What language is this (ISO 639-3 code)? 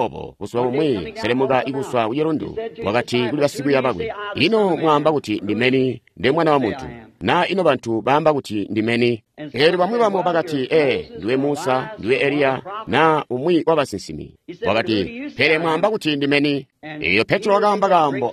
toi